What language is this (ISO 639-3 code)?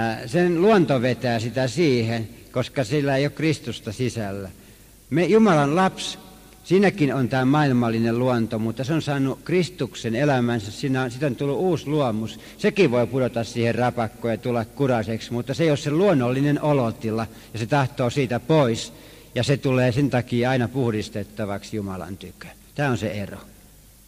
fin